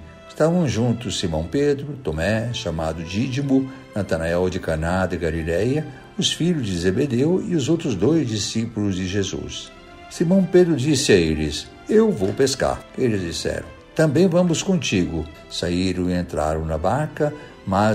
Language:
Portuguese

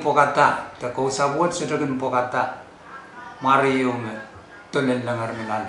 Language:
Pohnpeian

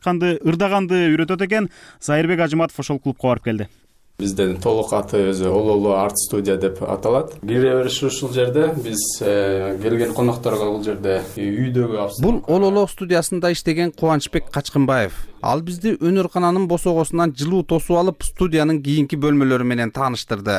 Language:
Kyrgyz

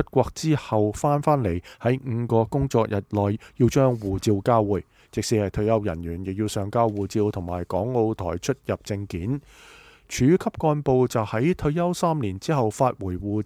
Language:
Cantonese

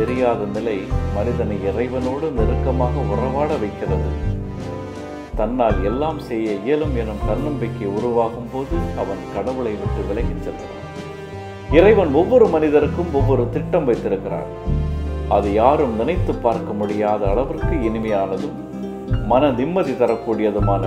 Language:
Tamil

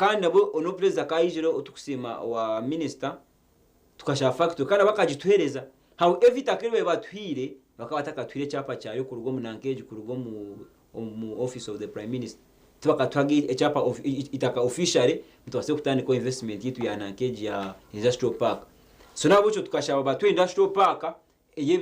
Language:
Nyankole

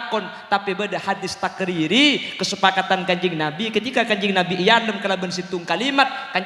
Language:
Madurese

